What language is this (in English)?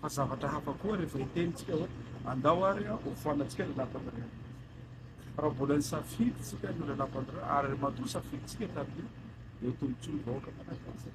Malagasy